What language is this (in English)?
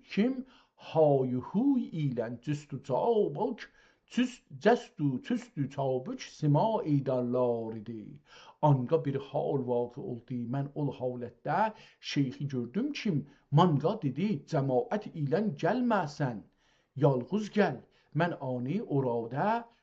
South Azerbaijani